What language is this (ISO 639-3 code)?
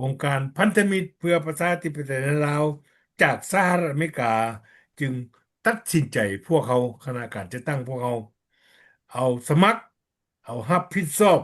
lao